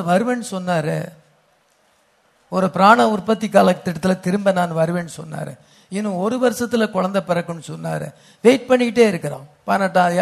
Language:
Tamil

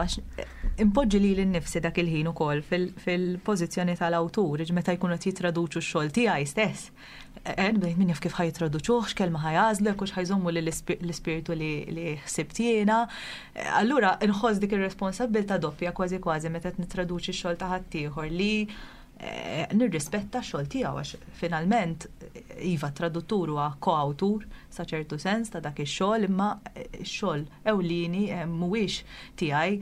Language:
Maltese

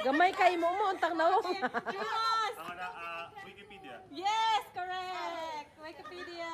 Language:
Cebuano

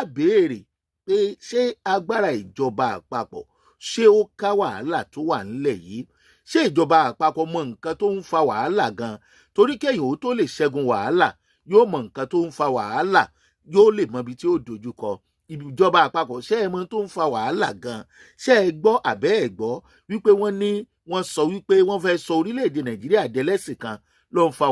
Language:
Yoruba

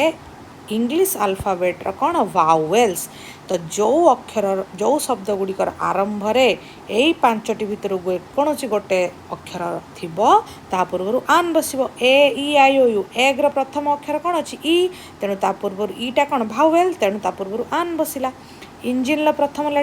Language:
Odia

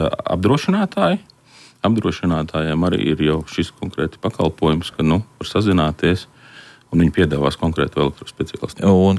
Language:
Latvian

